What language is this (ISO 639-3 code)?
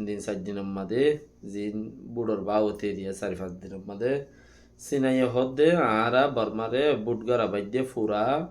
rhg